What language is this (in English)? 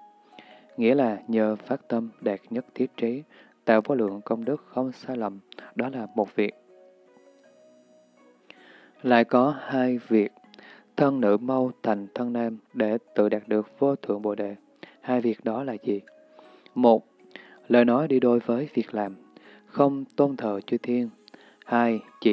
Vietnamese